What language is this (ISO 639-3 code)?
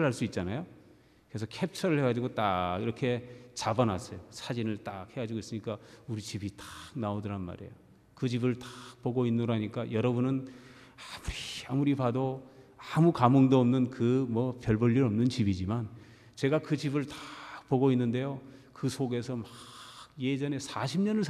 kor